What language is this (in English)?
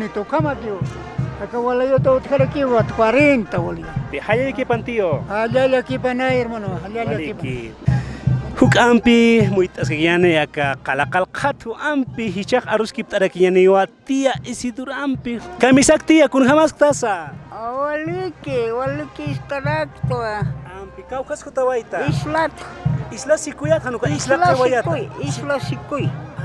Aymara